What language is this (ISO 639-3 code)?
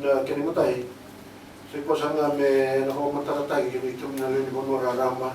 fij